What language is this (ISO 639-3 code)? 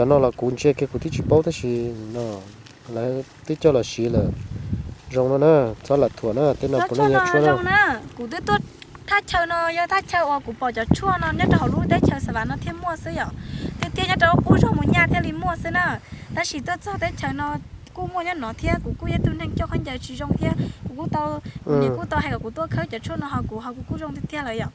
hmn